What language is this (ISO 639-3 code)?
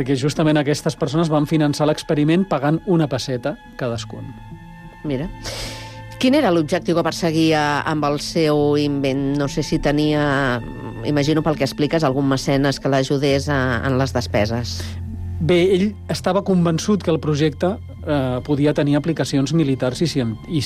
cat